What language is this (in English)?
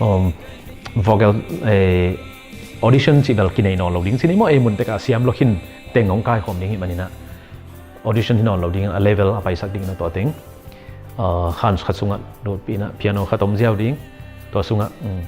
Tedim Chin